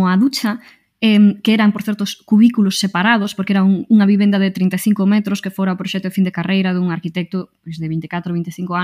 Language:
Galician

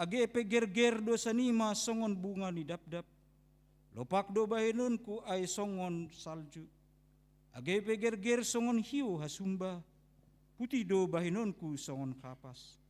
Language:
Batak Simalungun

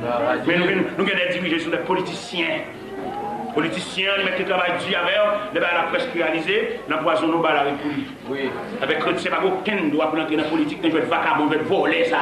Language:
Haitian Creole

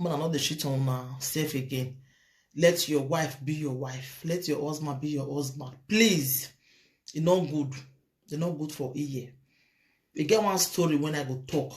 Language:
Nigerian Pidgin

